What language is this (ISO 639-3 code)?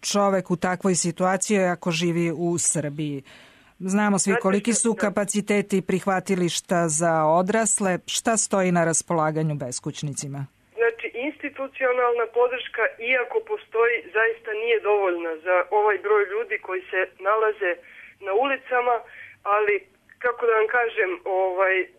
srp